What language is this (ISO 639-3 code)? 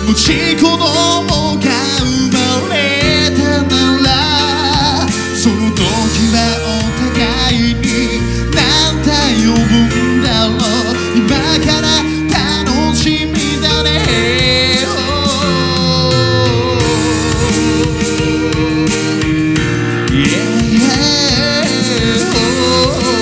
jpn